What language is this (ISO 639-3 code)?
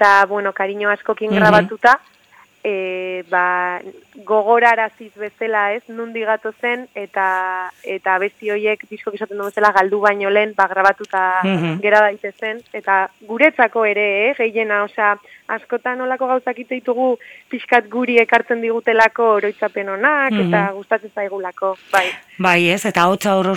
eus